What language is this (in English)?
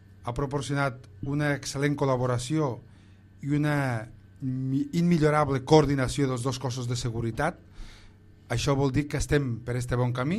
Catalan